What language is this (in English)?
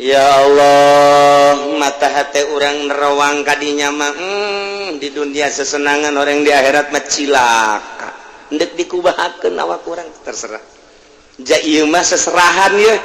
Sundanese